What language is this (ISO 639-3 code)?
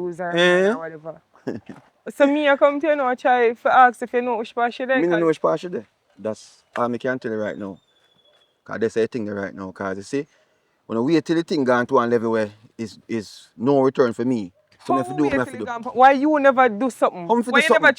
jam